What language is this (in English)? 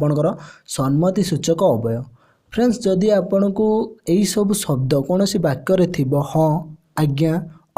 Odia